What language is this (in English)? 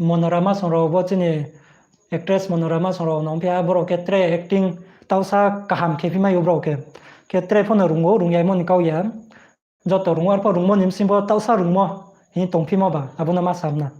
Riang (India)